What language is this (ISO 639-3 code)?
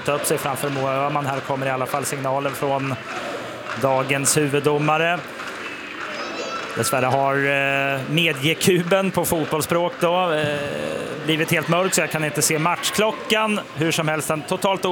swe